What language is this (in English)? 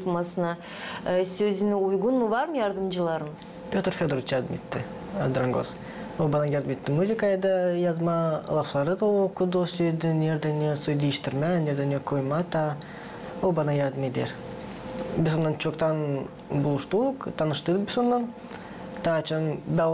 Gagauz